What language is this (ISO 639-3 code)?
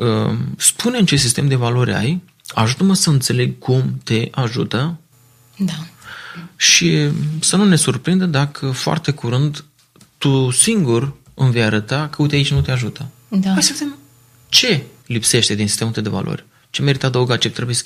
ron